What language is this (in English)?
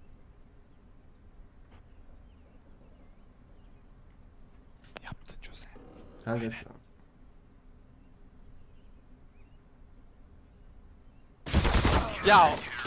Turkish